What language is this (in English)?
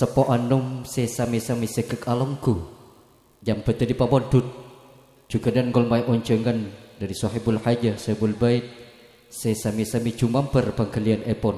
Madurese